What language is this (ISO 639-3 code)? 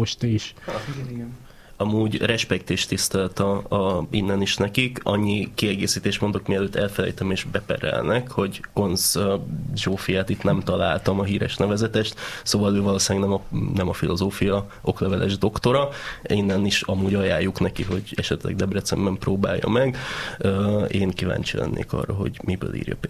hun